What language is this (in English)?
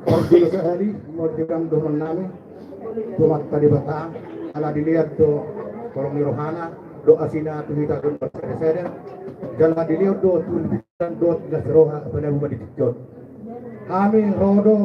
Batak Toba